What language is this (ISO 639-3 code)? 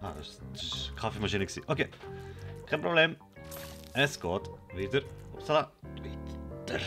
gsw